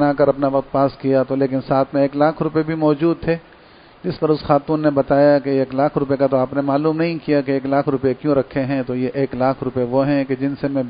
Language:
Urdu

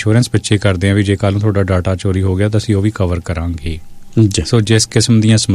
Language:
Punjabi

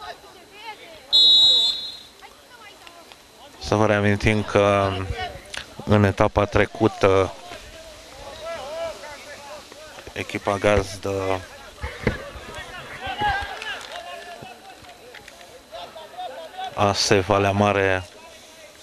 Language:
Romanian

